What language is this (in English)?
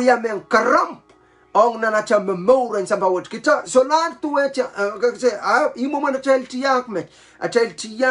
Pohnpeian